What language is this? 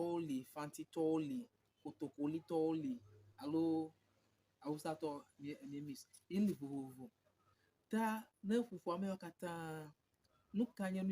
Ewe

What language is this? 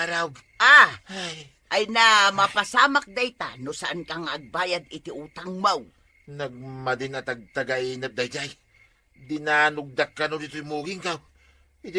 Iloko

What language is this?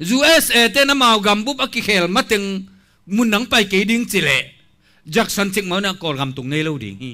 Tedim Chin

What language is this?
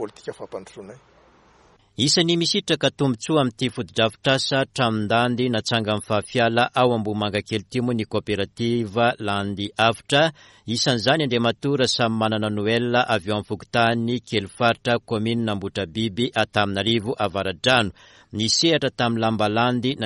Malagasy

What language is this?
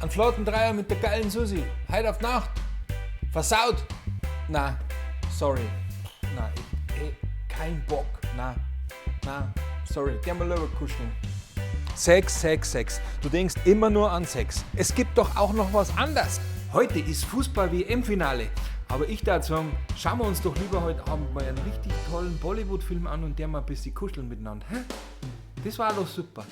Bavarian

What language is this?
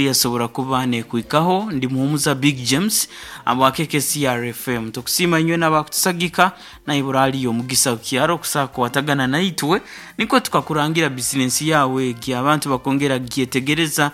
Nyankole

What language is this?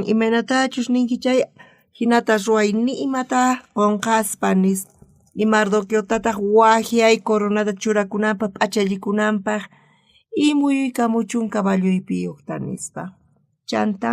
South Bolivian Quechua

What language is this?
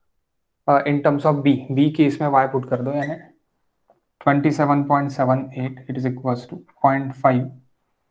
Hindi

